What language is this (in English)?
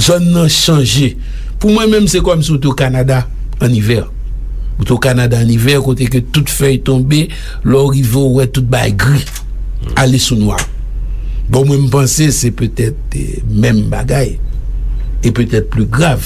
Haitian Creole